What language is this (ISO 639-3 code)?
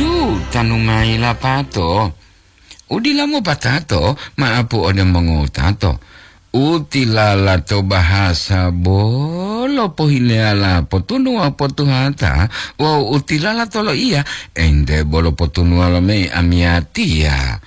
gor